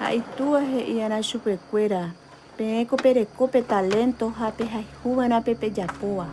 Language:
Guarani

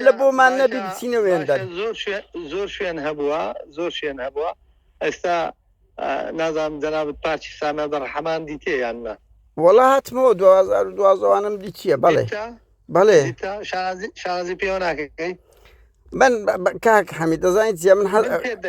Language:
Central Kurdish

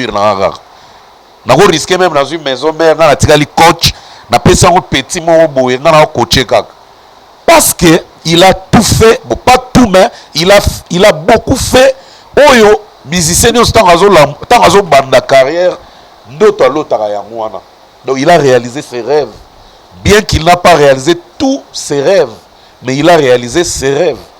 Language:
Lingala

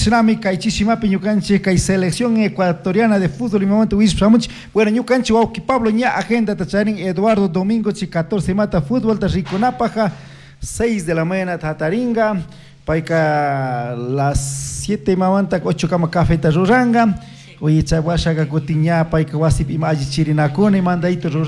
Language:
Chimborazo Highland Quichua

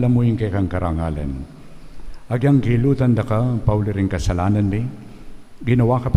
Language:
Pampanga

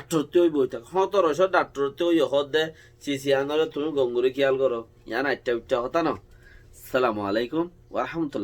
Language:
Rohingya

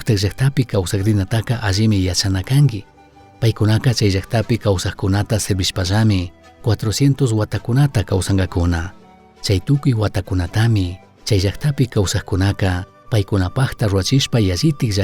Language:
Chimborazo Highland Quichua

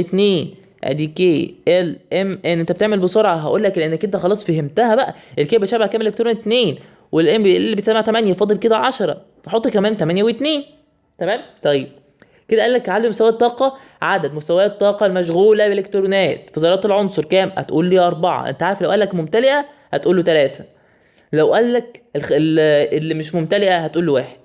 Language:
Egyptian Arabic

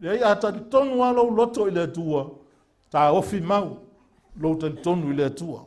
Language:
Samoan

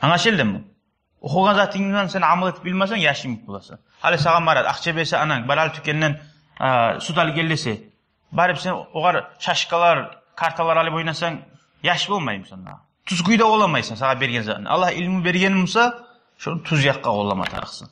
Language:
Kumyk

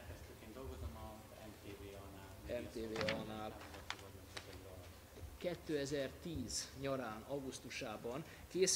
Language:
Hungarian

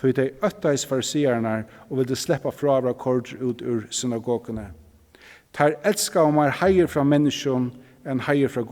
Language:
Faroese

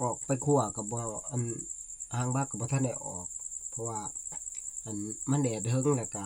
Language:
Northeastern Thai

